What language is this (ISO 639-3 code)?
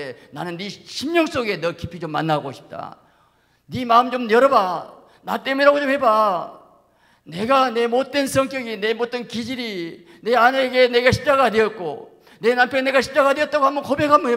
kor